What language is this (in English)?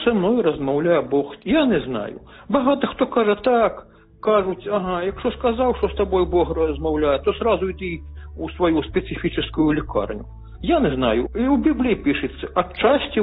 Ukrainian